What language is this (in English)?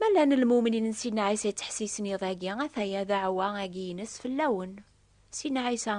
Kabyle